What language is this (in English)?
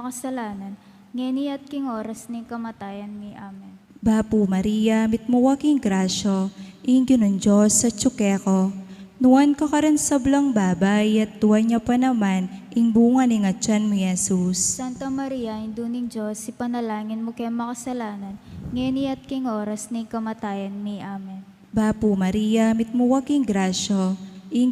Pampanga